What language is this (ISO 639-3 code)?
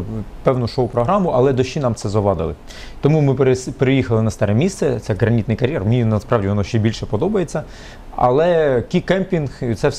ukr